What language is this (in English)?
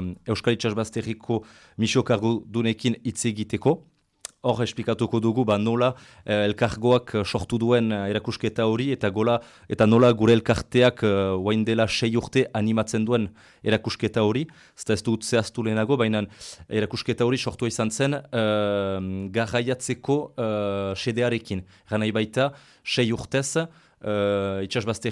Basque